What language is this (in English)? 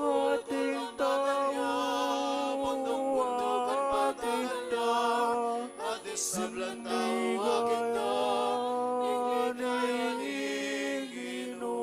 Pampanga